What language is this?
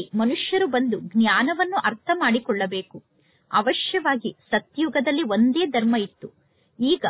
Kannada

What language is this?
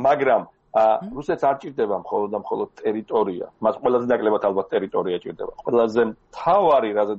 Georgian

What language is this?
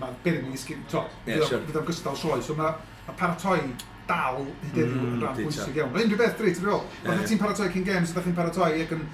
Welsh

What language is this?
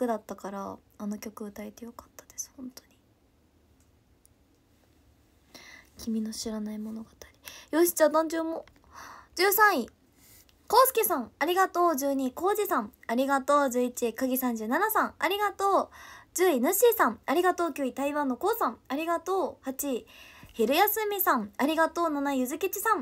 Japanese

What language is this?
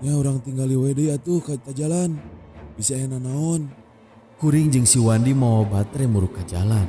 Sundanese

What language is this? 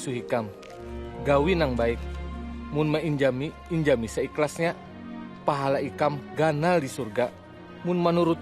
Banjar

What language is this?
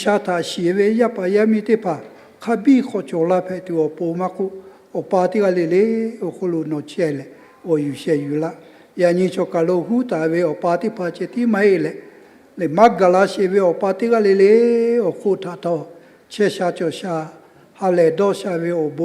Lahu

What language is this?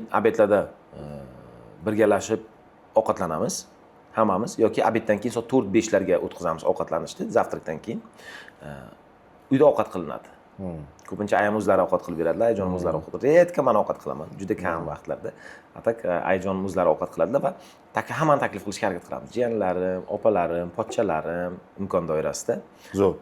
Uzbek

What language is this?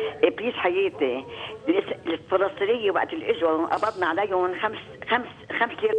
North Levantine Arabic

